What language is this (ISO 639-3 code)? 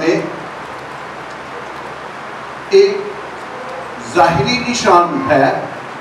urd